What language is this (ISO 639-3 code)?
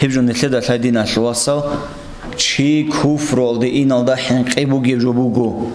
ava